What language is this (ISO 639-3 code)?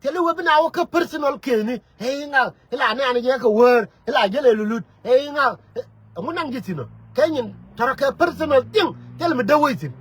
nus